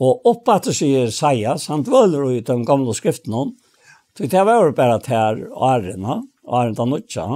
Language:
Faroese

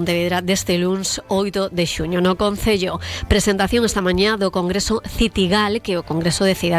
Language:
Galician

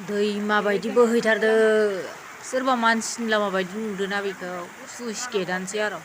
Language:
Bodo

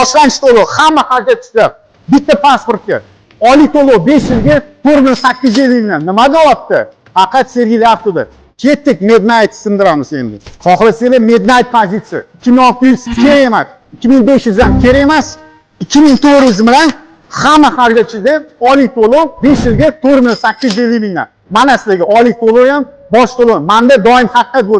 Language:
Uzbek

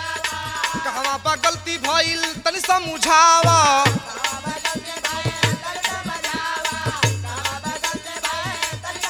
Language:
Bhojpuri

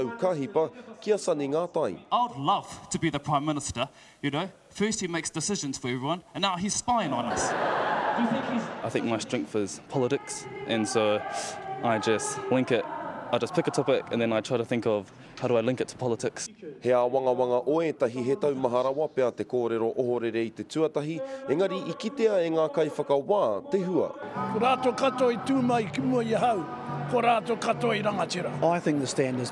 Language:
Māori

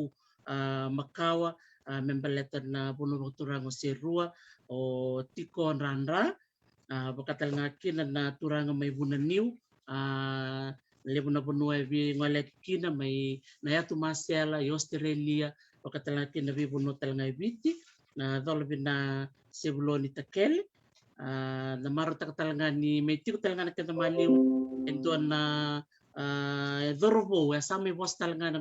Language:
Fijian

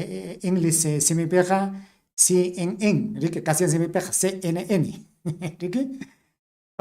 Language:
Ayacucho Quechua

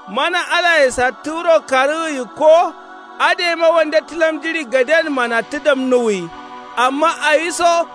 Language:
Kanuri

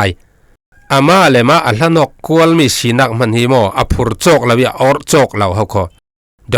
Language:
Falam Chin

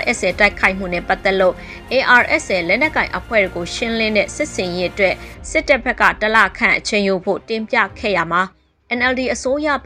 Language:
Burmese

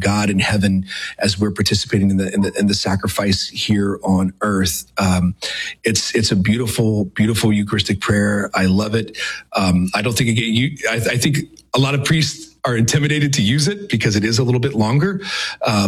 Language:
English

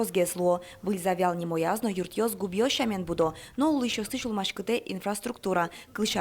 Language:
Udmurt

